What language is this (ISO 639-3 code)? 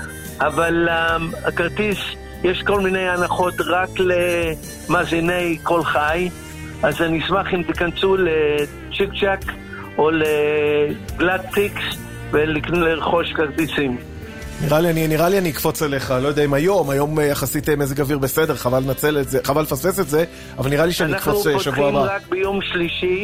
heb